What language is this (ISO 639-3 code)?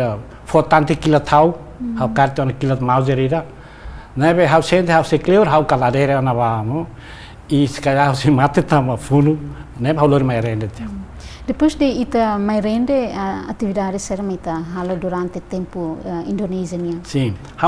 tet